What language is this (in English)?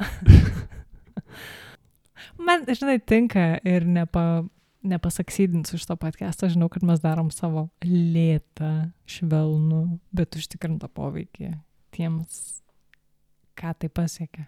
Lithuanian